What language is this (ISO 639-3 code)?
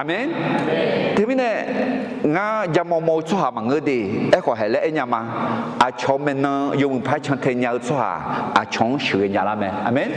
ahk